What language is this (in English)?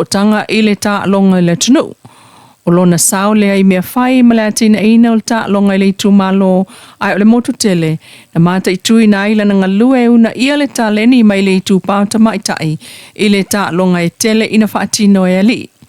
Samoan